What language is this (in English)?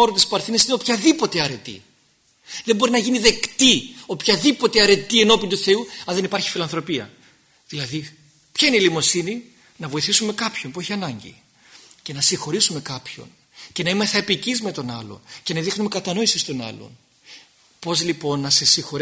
Greek